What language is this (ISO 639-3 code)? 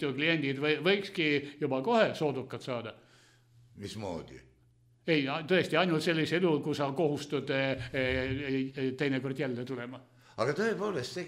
est